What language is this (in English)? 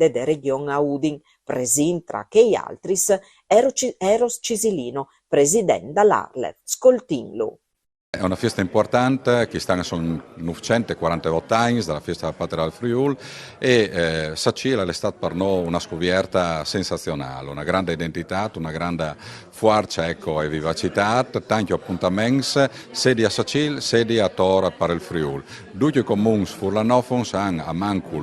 Friulian